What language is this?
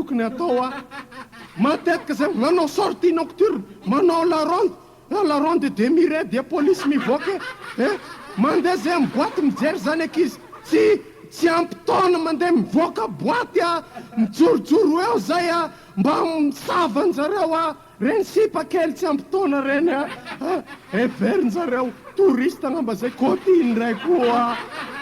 Malagasy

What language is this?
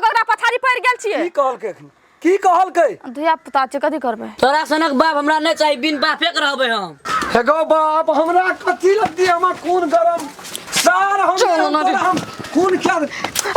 Maithili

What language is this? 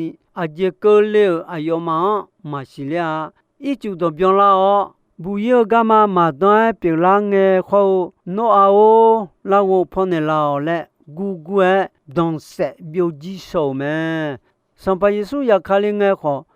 Akha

